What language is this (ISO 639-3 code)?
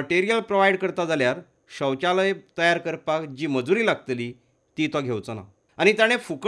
kok